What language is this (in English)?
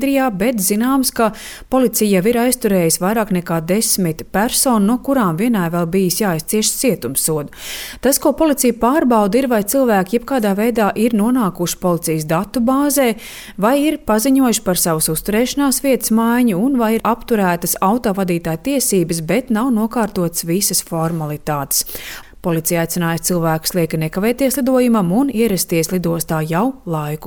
Latvian